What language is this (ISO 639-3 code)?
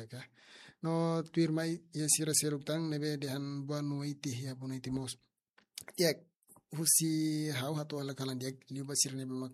tet